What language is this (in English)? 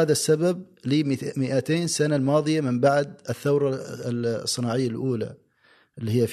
Gulf Arabic